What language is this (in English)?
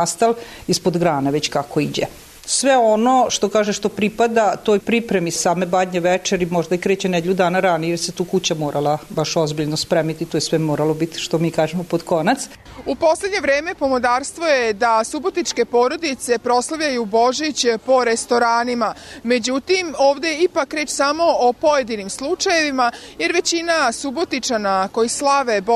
Serbian